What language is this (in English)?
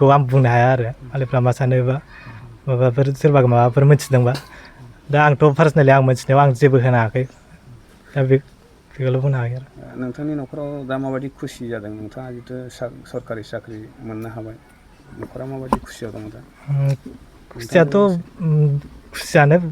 Bodo